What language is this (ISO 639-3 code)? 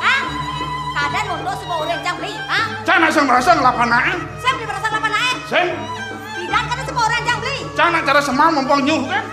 ban